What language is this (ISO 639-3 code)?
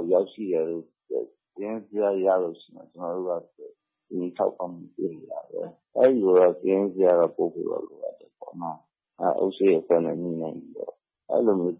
mya